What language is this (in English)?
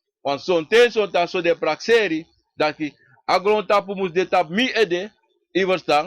Sranan Tongo